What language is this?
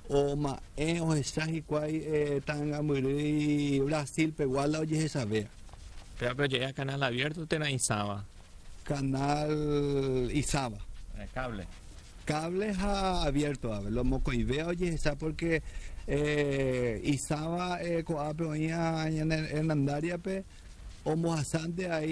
Guarani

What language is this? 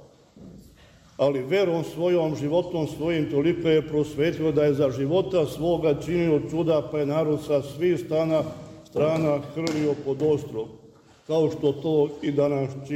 Serbian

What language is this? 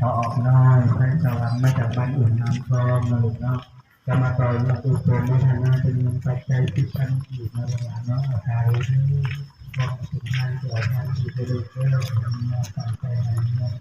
Lao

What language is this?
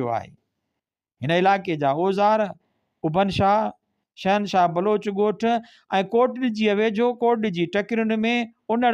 Sindhi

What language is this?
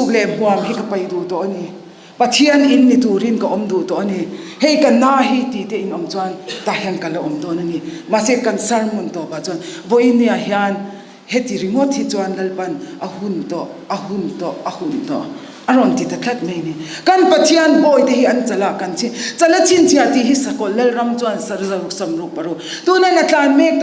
Mizo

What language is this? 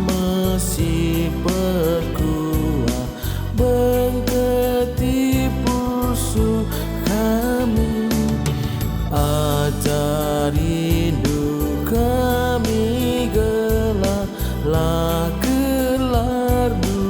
Batak Karo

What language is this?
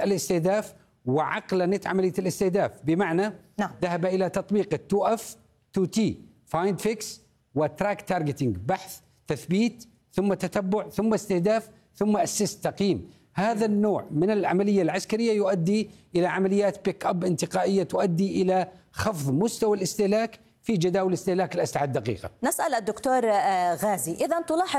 Arabic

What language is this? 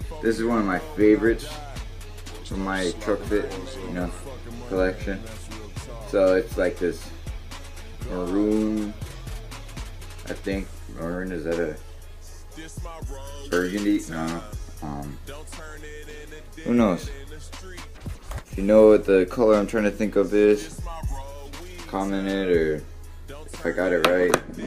English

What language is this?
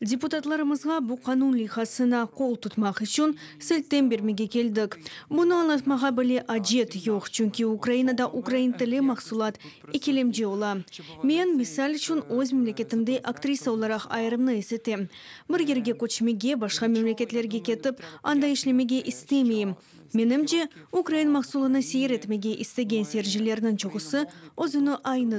Crimean Tatar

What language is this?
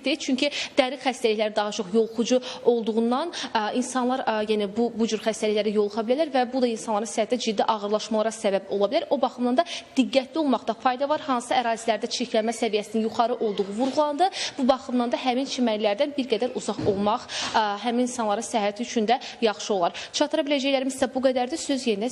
Azerbaijani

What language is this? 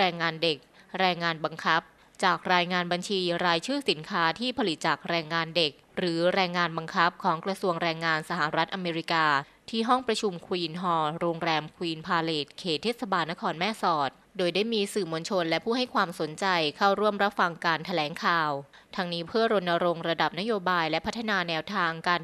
Thai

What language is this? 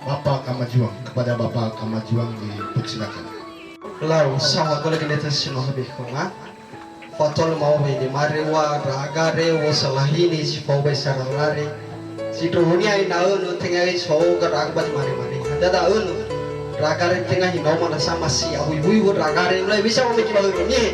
Nias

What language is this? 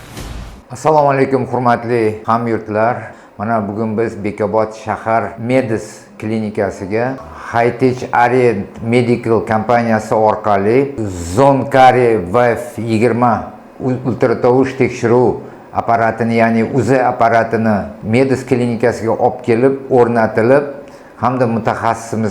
Uzbek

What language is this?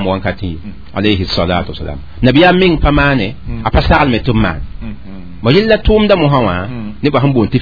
Mossi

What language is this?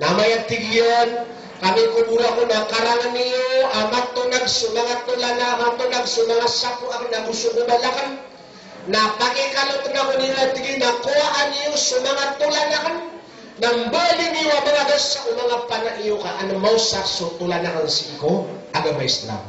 Maranao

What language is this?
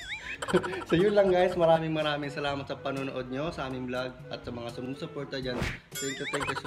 Filipino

